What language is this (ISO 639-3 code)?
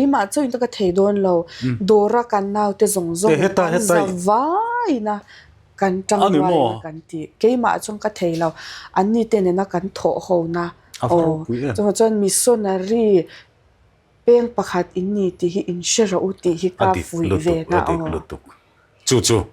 lus